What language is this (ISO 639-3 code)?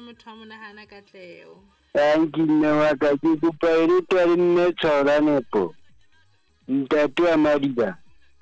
sot